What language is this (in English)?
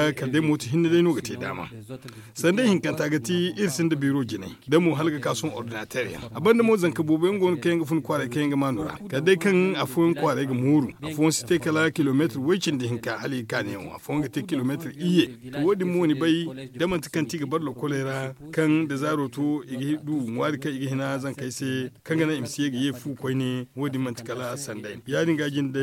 Zarma